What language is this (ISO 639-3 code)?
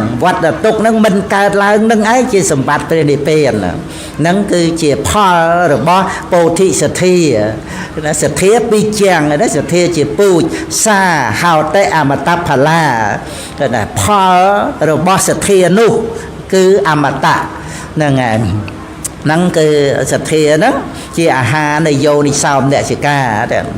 khm